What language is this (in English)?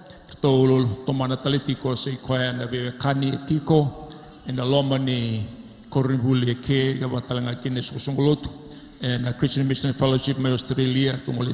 Fijian